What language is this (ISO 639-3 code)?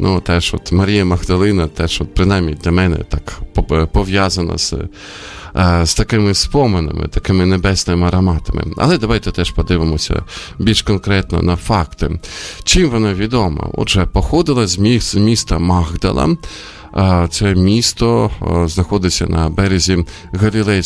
ukr